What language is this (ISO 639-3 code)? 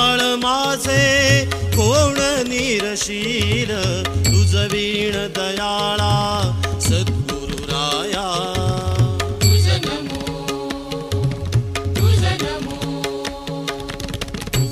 mar